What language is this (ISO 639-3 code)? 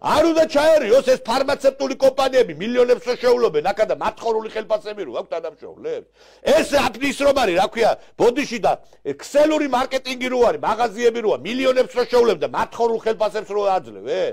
kat